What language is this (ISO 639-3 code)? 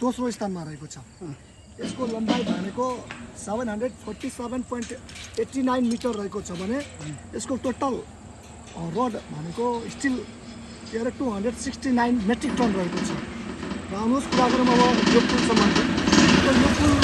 nep